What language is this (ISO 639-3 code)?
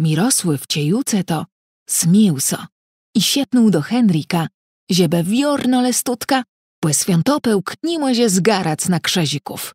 csb